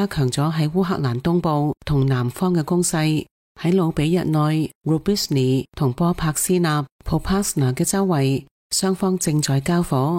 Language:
Cantonese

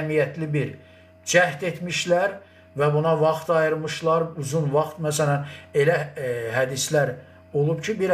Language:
Azerbaijani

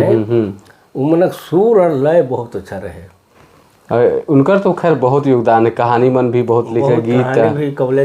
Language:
Sadri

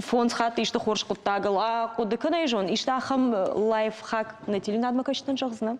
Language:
Ossetic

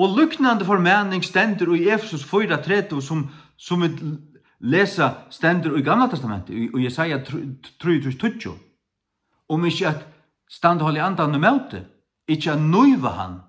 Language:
Faroese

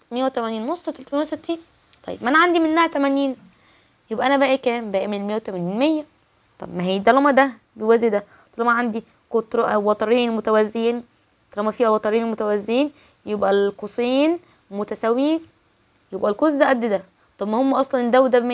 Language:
Egyptian Arabic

